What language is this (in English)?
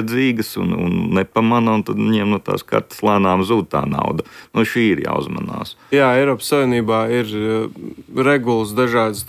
Latvian